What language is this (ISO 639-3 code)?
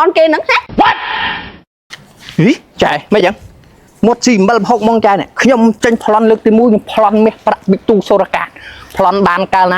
khm